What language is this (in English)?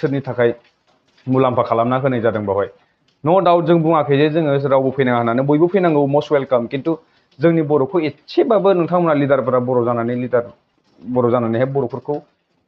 Bodo